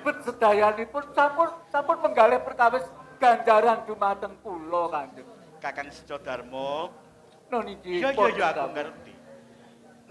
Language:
Javanese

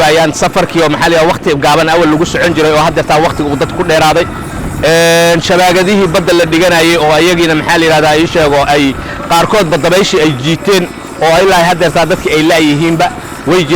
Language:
Somali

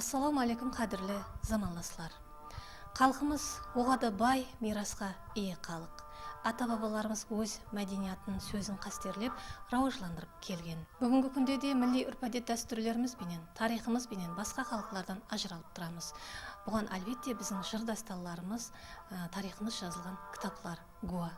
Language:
Kara-Kalpak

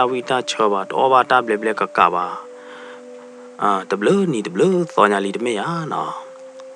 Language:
S'gaw Karen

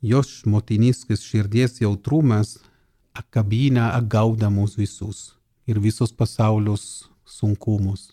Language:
Lithuanian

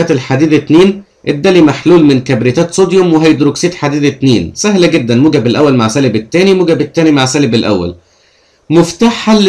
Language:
Egyptian Arabic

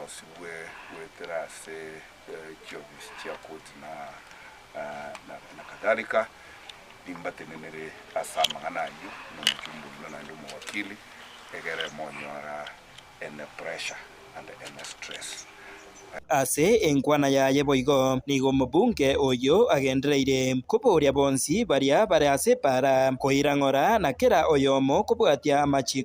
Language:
Gusii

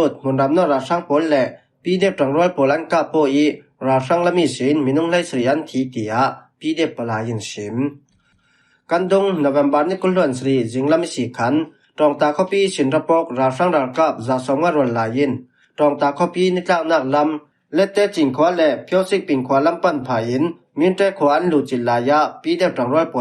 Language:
Falam Chin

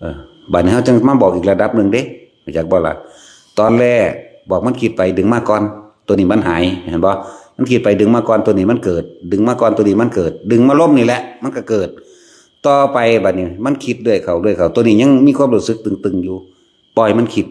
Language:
Northeastern Thai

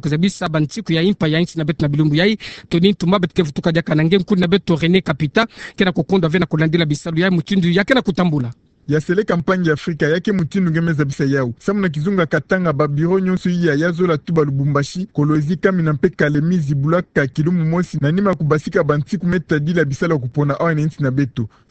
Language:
Kituba (Democratic Republic of Congo)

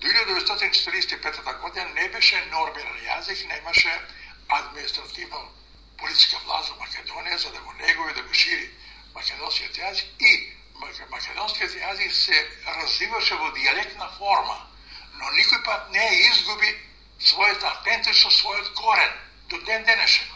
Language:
Macedonian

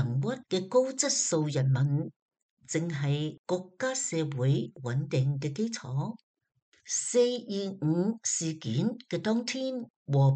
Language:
Cantonese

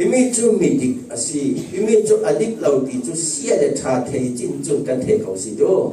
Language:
Falam Chin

